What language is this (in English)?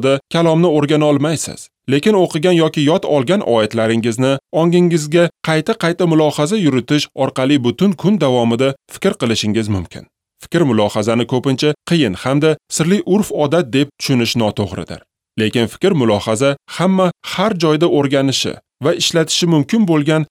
Uzbek